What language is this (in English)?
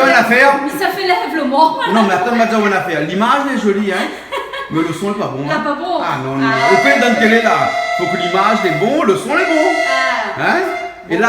Réunion Creole French